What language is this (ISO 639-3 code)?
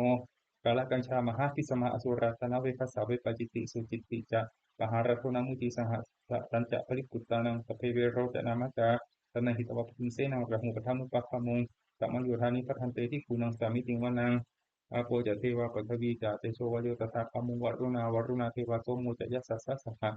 pli